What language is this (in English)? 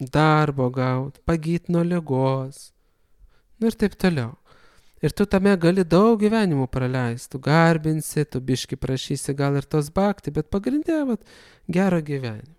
Lithuanian